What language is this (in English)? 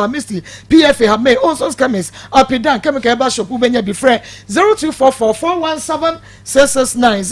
Akan